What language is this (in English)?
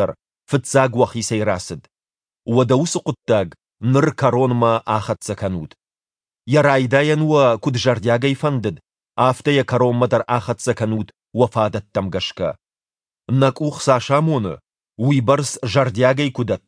Ossetic